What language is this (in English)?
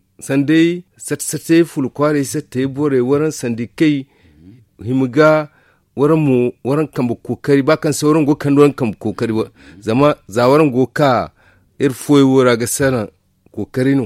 Zarma